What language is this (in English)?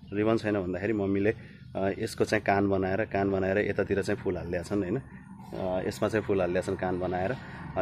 Nepali